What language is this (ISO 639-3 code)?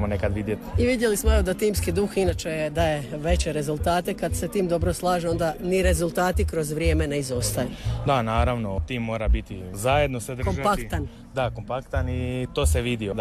hrv